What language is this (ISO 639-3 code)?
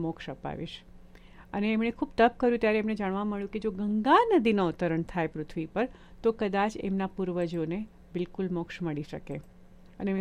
guj